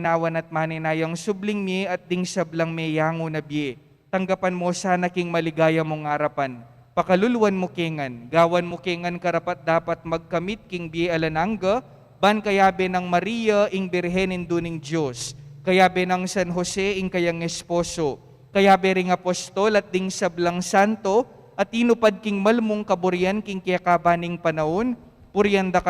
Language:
Pampanga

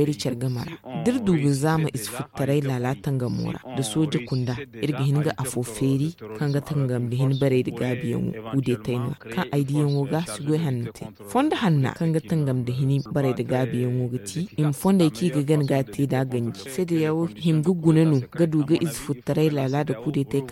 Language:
Zarma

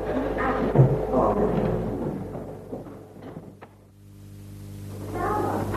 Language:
Estonian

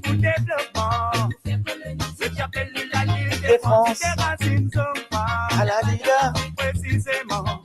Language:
Morisyen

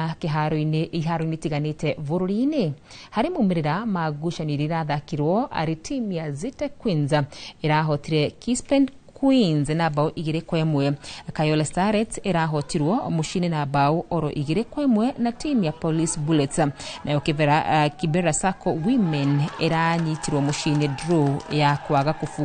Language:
Kikuyu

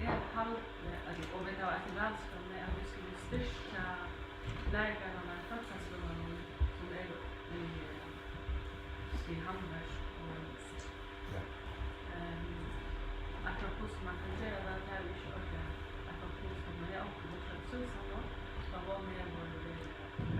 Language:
Faroese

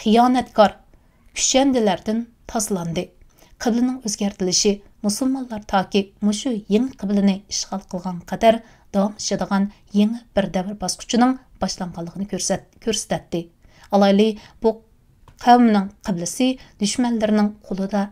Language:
Uyghur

